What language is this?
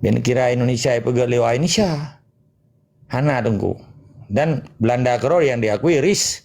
Achinese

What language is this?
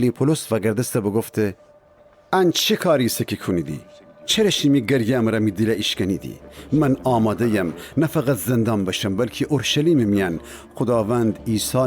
Gilaki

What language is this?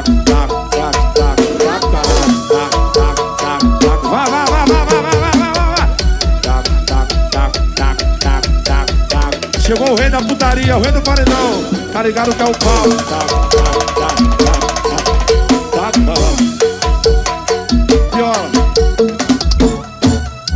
Portuguese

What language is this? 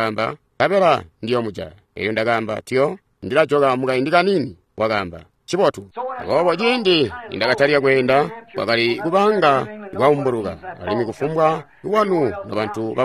Tonga (Zambia)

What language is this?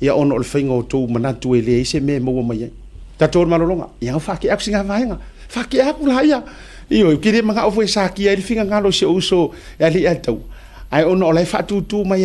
Samoan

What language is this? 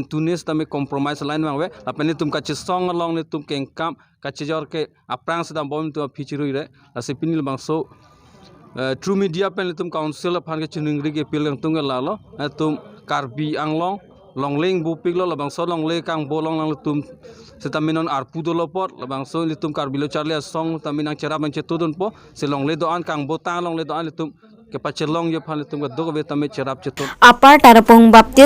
Karbi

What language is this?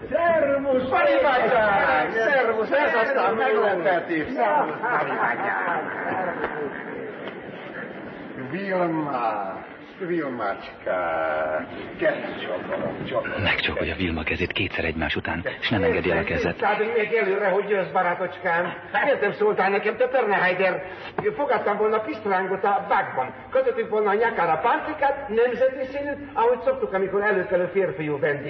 Hungarian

